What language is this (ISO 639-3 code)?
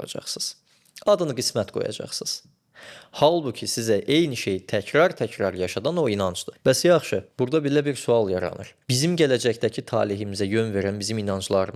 aze